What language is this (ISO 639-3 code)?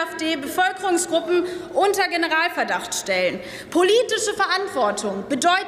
deu